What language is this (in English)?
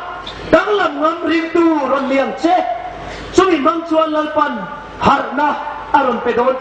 Hmar